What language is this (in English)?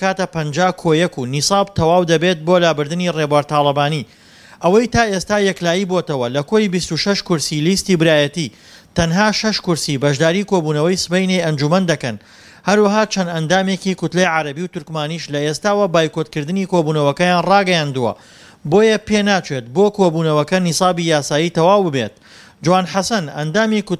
Central Kurdish